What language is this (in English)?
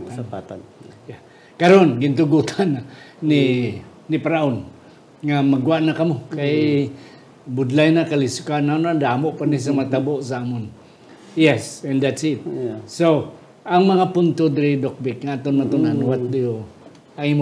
Hiligaynon